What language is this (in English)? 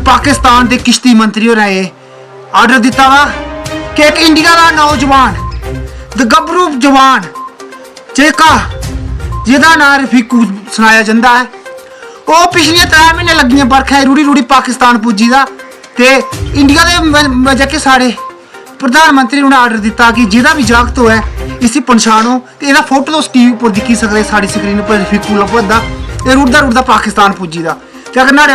Dogri